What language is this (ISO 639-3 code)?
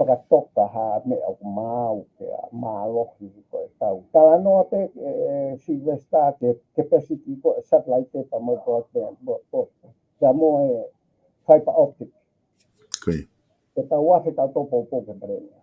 ton